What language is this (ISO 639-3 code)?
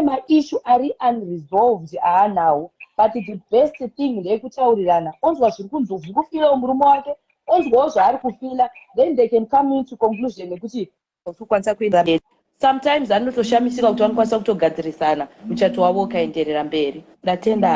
sna